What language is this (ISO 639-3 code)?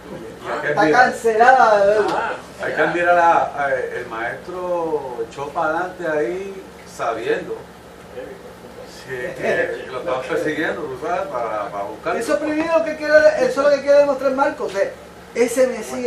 spa